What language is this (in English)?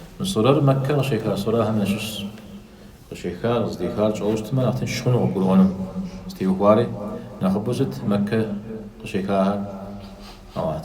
Kabardian